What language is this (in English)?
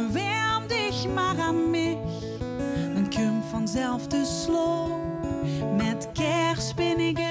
Limburgish